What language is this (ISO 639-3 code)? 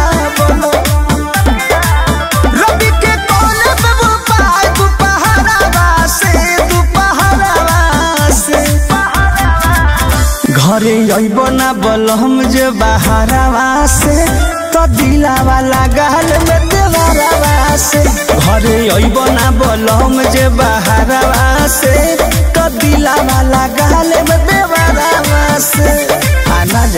bho